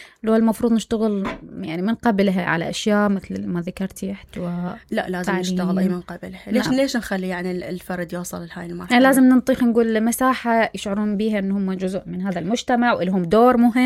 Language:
Mesopotamian Arabic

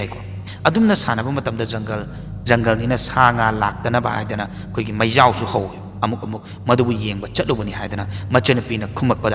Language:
Manipuri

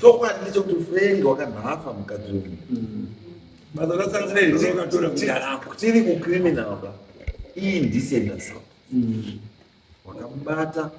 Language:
Shona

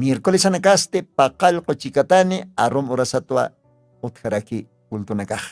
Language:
Aymara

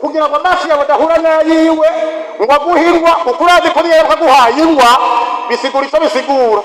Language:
Rundi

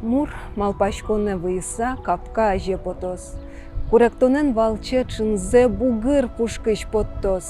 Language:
Udmurt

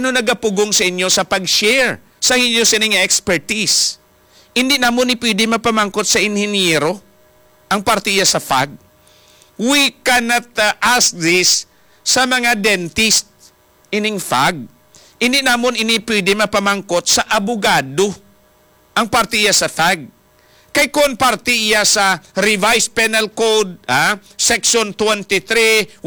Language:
Hiligaynon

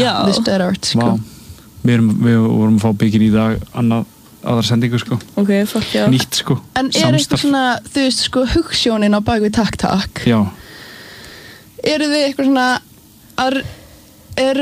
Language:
Icelandic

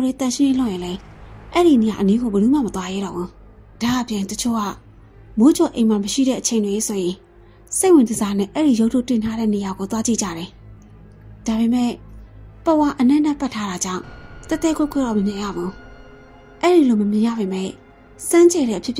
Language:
Burmese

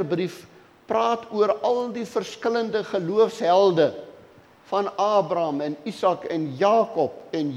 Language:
Afrikaans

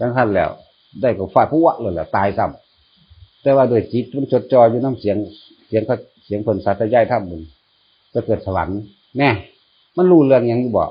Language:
Northeastern Thai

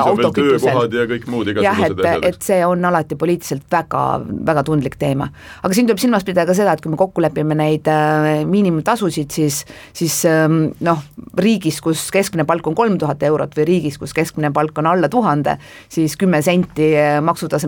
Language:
Estonian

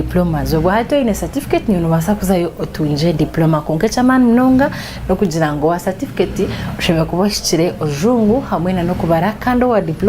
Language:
Nyankole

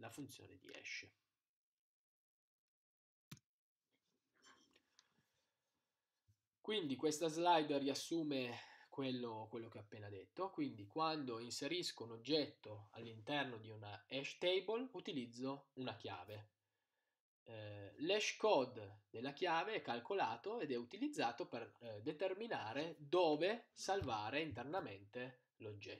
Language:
Italian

